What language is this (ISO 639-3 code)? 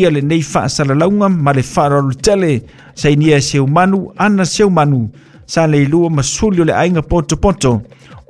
smo